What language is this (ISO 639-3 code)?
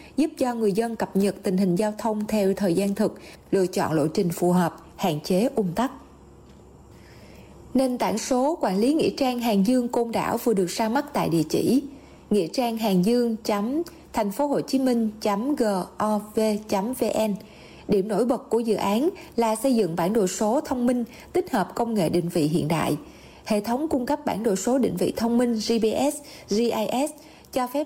vie